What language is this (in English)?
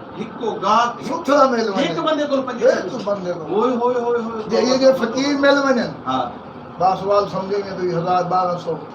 Saraiki